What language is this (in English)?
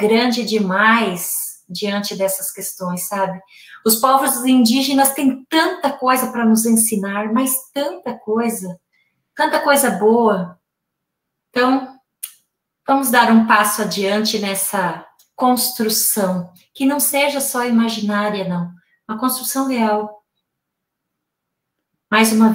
Portuguese